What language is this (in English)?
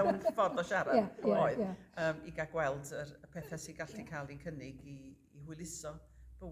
Welsh